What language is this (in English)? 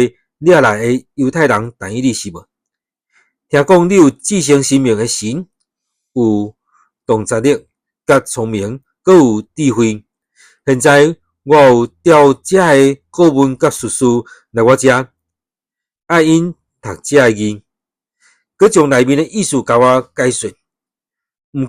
Min Nan Chinese